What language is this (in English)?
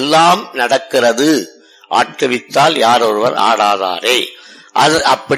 Tamil